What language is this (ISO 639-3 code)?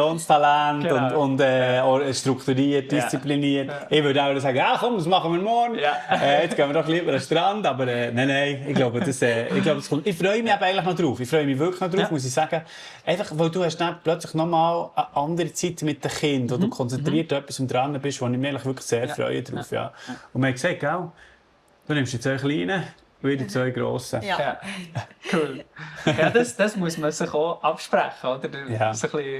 gsw